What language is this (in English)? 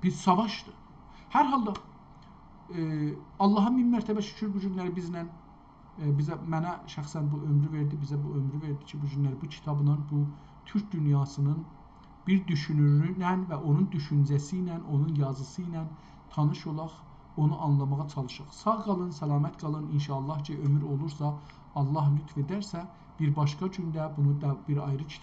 South Azerbaijani